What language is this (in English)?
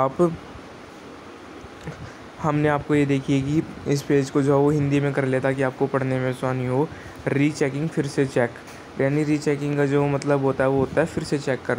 Hindi